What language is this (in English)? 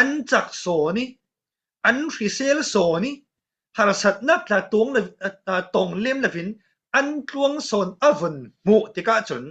Falam Chin